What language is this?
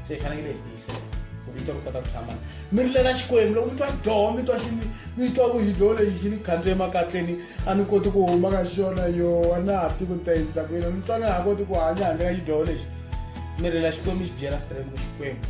Tsonga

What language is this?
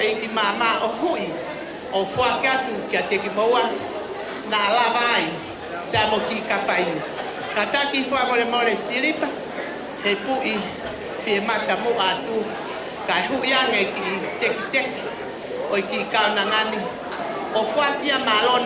Tongan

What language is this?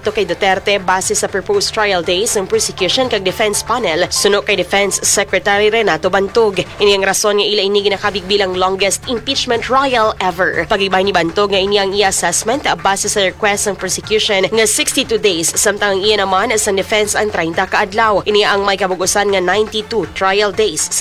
Hiligaynon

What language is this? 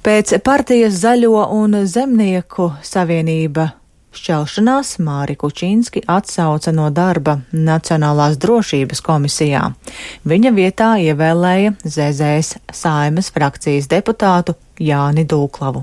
Latvian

